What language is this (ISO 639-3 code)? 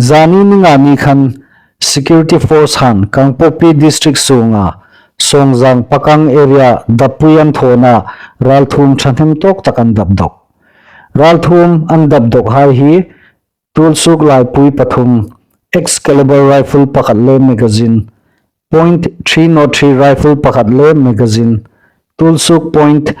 hmr